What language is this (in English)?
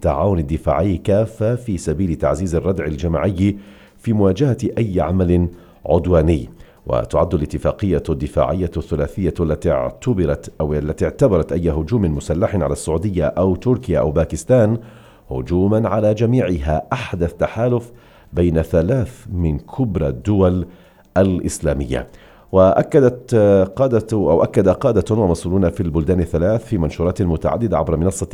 Arabic